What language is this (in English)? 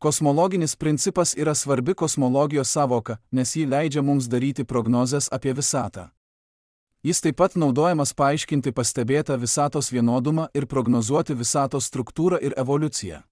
Lithuanian